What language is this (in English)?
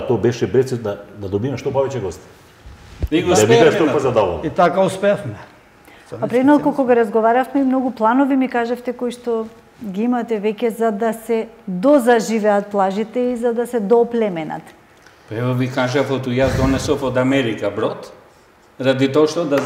Macedonian